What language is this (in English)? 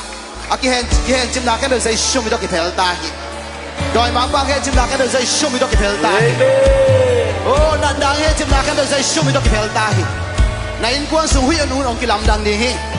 Tedim Chin